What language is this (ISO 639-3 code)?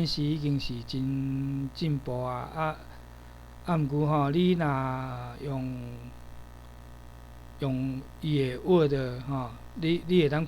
nan